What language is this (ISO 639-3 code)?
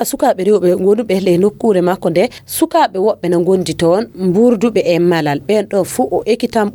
ful